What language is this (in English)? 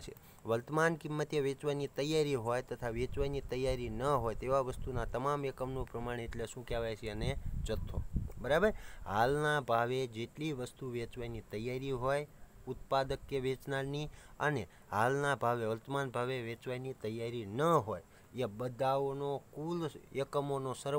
Gujarati